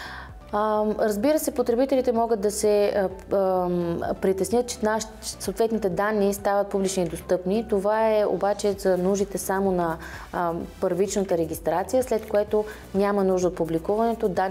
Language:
Bulgarian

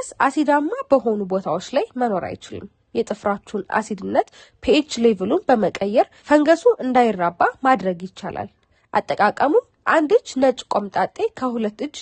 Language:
Amharic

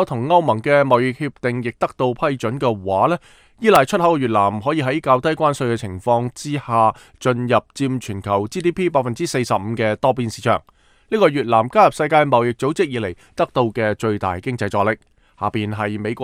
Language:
Cantonese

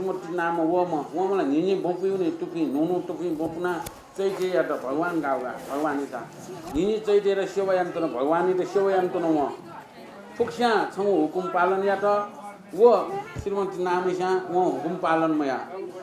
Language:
Newari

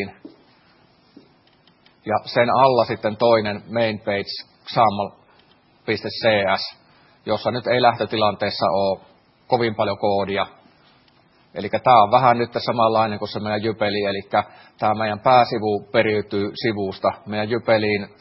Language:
Finnish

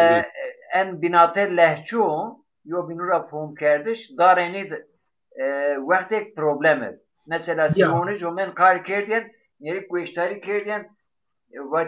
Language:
Zaza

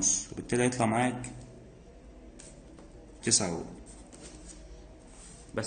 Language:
Egyptian Arabic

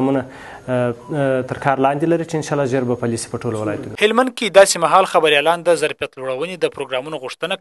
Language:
Pashto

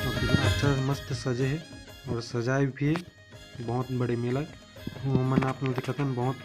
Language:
Chhattisgarhi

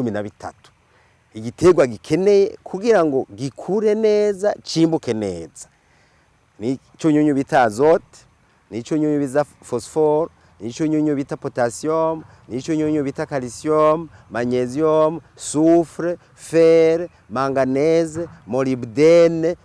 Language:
Rundi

